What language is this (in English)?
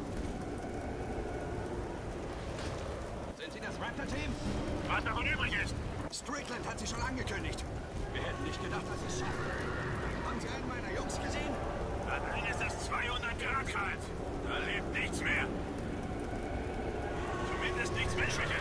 German